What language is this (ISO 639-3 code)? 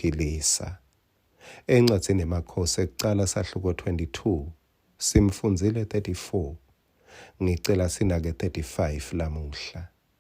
ssw